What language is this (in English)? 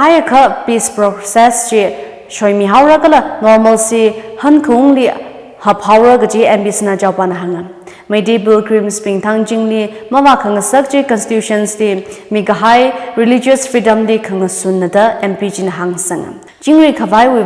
Tangkhul Naga (India)